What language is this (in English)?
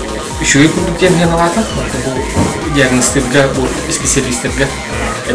Yakut